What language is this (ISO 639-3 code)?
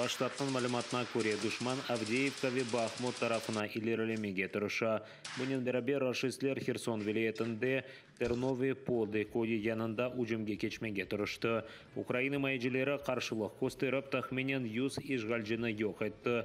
crh